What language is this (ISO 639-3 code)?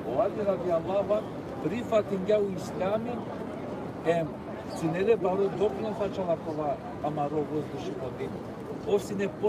rmn